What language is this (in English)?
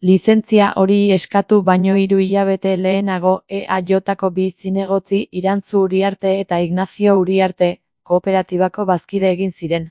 Basque